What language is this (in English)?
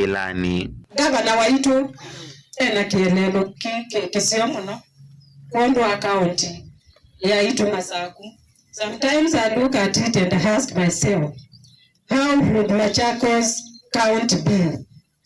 Kamba